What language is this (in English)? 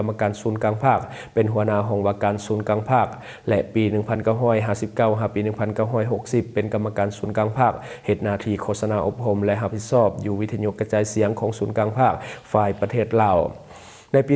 Lao